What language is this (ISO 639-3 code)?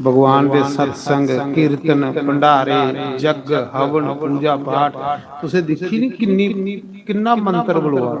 doi